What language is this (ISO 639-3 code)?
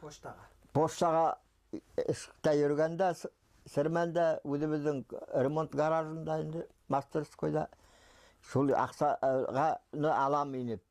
bak